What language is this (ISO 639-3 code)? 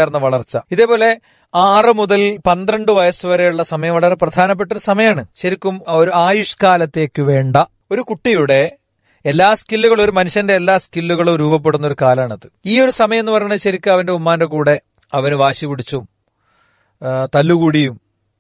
mal